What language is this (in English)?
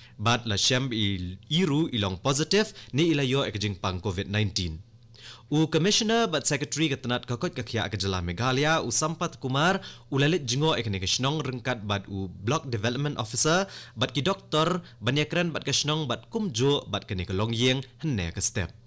Khasi